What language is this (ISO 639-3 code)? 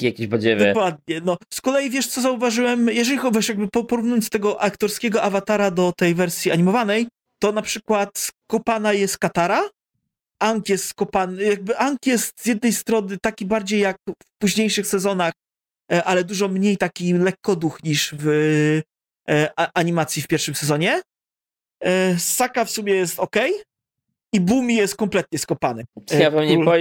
pol